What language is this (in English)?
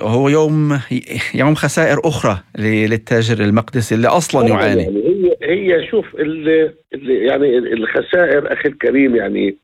North Levantine Arabic